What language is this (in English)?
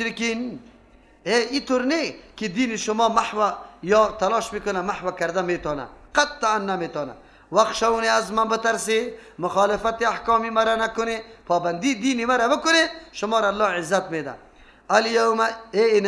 Persian